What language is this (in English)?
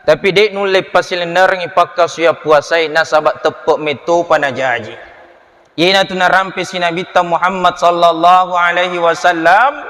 Buginese